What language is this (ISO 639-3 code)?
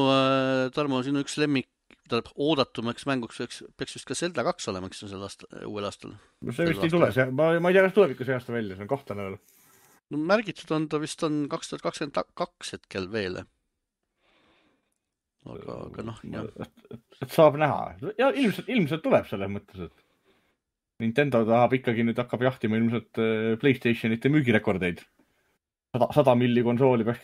est